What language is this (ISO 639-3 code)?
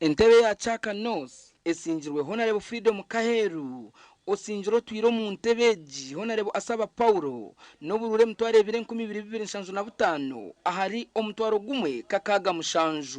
nyn